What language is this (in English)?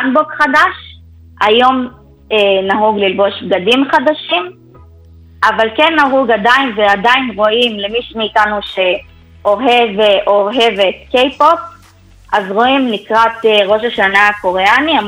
Hebrew